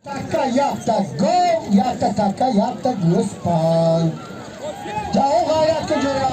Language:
Tajik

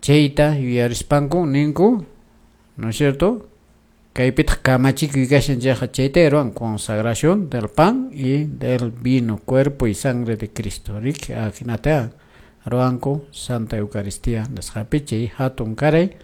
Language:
Quechua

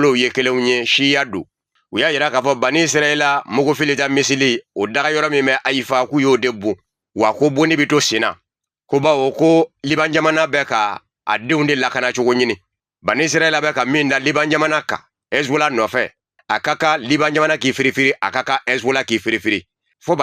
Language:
Bambara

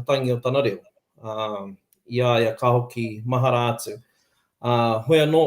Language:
Māori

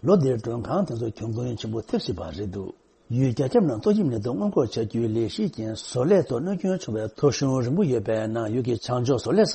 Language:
Tibetan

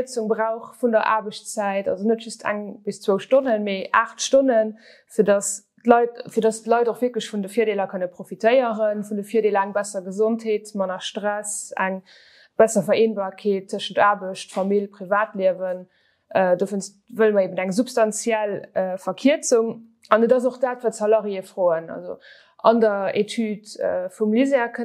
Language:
Luxembourgish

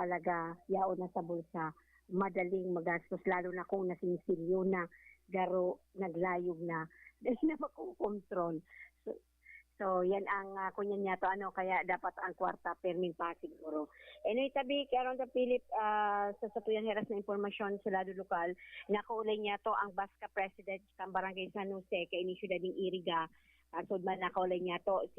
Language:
Bikol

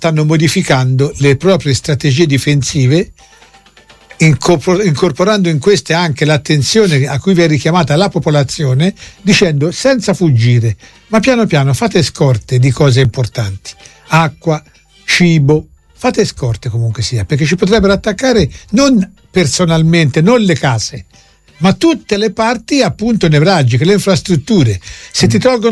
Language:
Italian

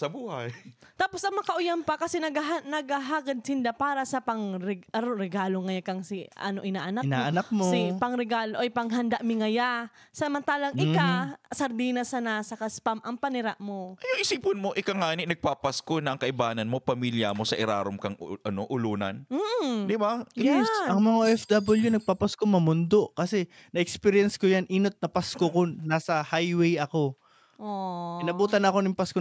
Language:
Bikol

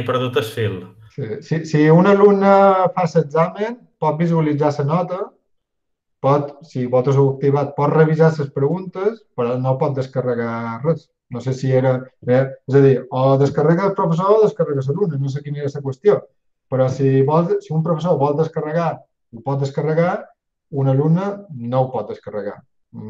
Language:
Catalan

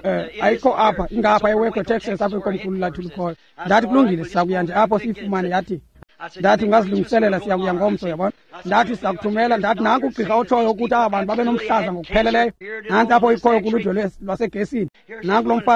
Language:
Xhosa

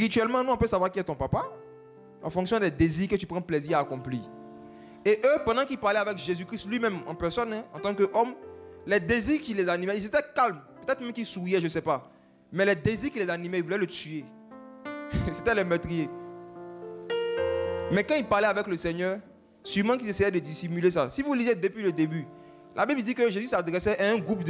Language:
French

